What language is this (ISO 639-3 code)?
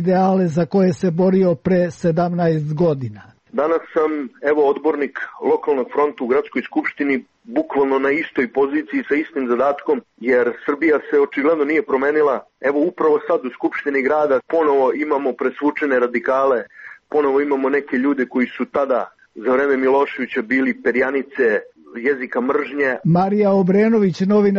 srp